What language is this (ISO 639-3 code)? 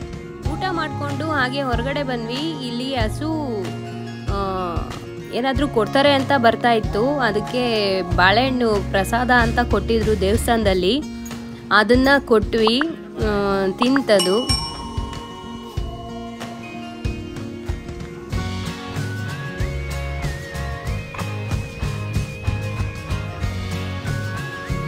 kan